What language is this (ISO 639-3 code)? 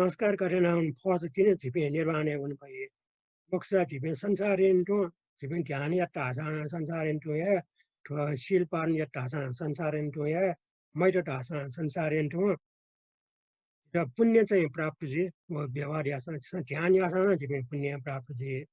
new